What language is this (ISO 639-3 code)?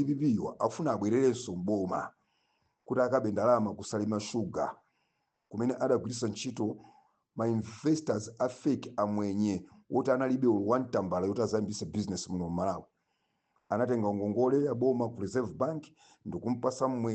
nya